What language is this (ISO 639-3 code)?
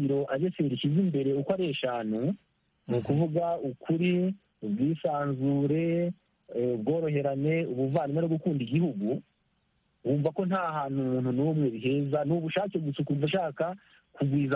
kin